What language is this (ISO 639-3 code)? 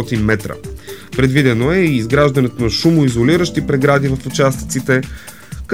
bul